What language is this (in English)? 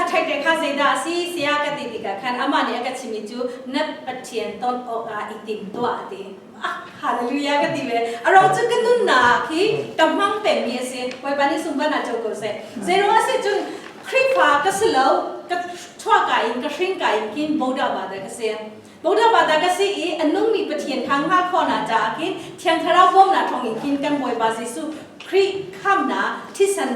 Hakha Chin